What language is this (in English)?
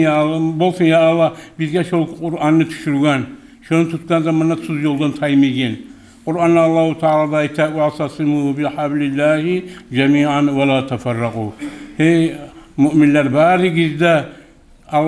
Kumyk